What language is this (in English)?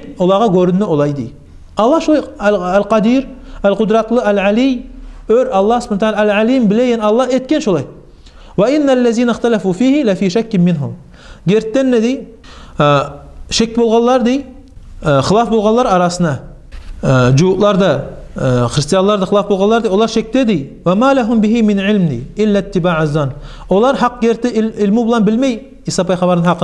Kumyk